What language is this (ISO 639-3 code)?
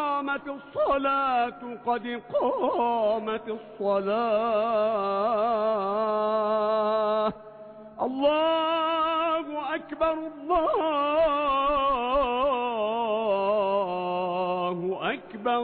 ara